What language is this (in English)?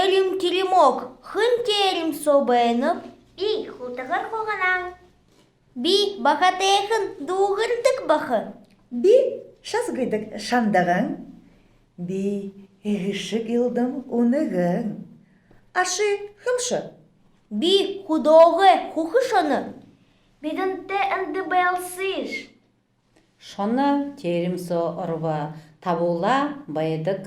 Buriat